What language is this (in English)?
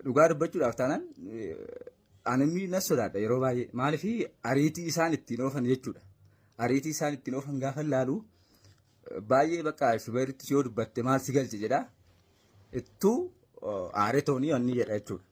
Oromo